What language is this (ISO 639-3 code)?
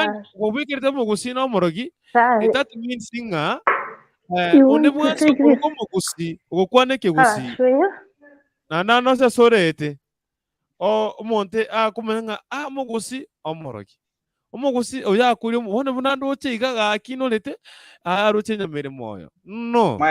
guz